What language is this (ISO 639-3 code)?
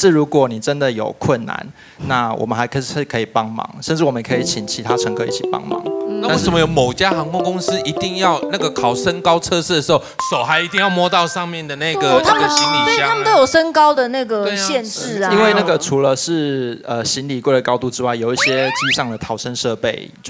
zho